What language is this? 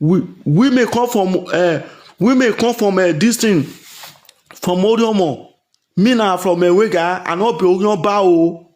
Nigerian Pidgin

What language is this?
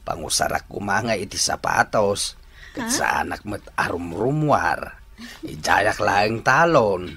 Iloko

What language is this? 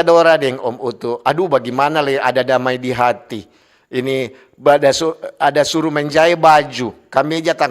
Manado Malay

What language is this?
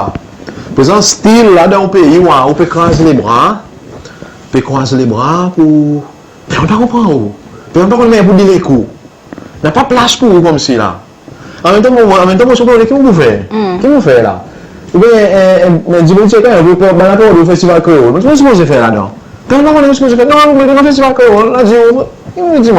Seselwa Creole French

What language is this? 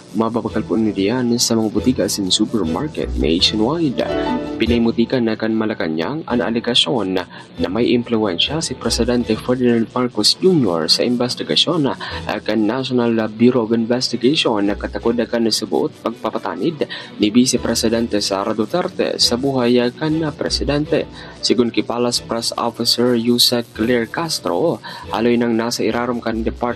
Bikol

